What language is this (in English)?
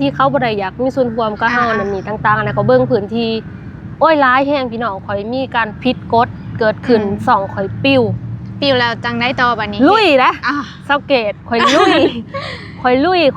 Lao